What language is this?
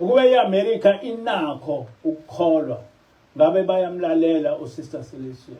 Zulu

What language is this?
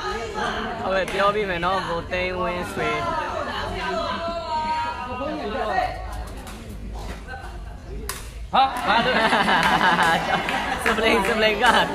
Burmese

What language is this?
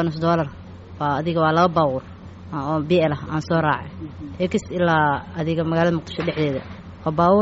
Somali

